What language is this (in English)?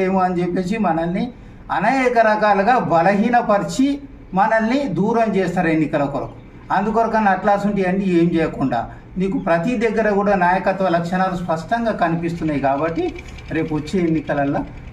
Telugu